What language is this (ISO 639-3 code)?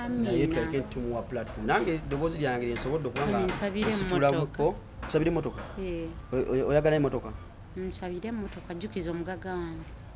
lug